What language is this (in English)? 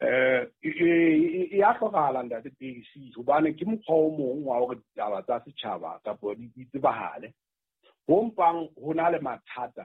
Southern Sotho